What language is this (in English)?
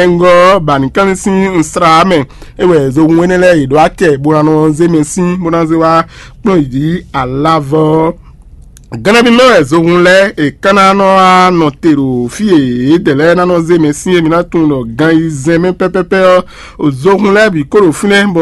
Fon